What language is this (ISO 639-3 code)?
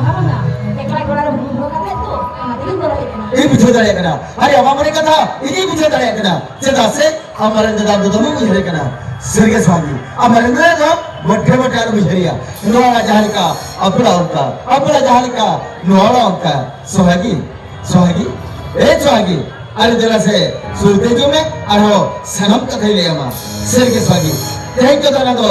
sat